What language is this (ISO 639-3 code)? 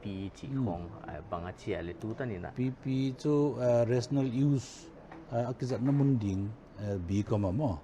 pck